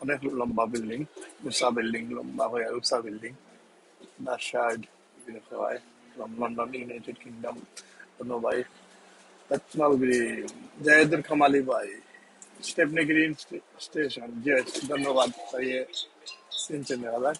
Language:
Sylheti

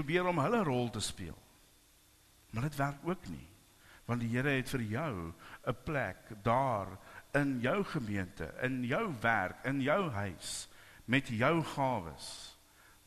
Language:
Afrikaans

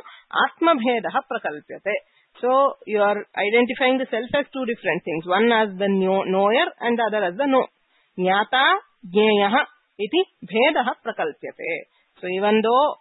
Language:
Sanskrit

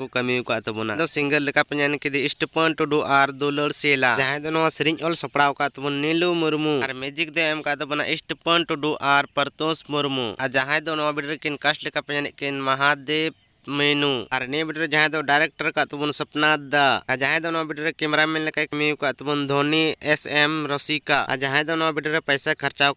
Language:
Santali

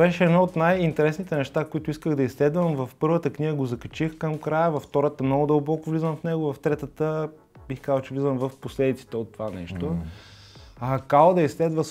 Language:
Bulgarian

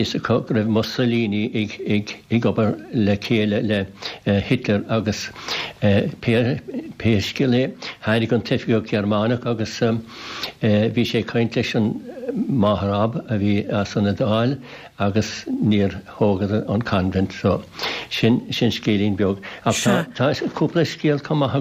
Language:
Irish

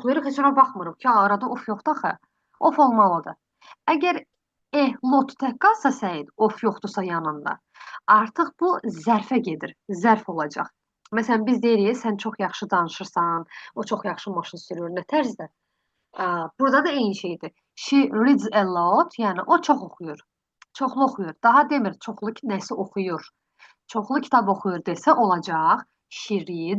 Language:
Azerbaijani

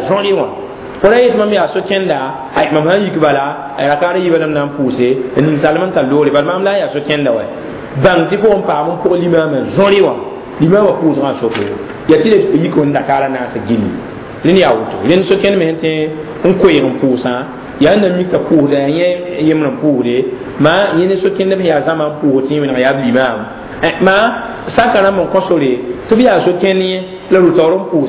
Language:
Mossi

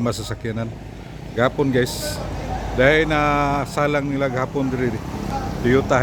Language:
Cebuano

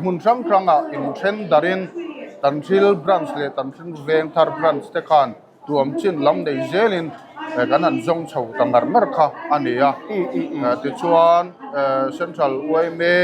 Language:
Mizo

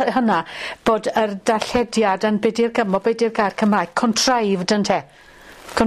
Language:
Welsh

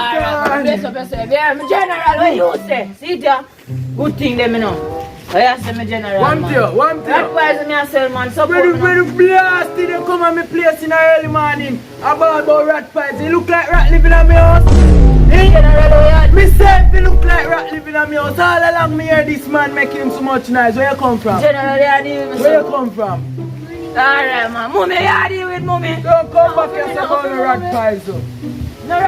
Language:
Jamaican Creole English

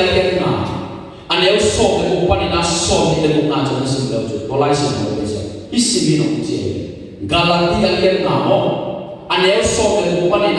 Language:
Tedim Chin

